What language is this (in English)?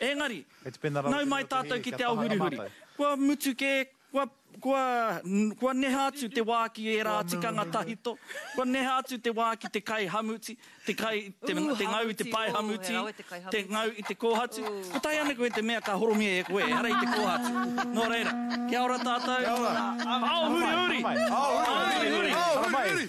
Māori